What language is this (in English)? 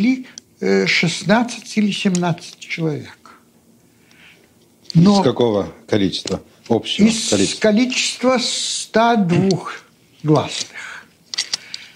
Russian